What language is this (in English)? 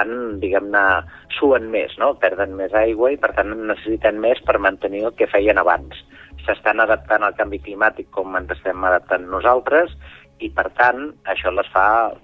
Catalan